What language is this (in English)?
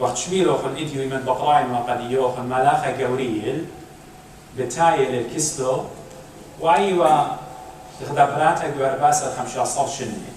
Assyrian Neo-Aramaic